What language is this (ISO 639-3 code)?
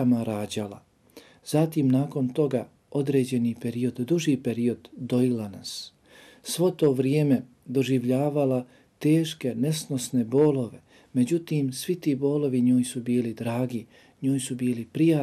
bos